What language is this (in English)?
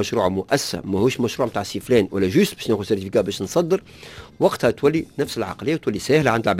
Tunisian Arabic